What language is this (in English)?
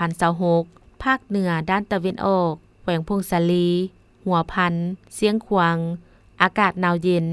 Lao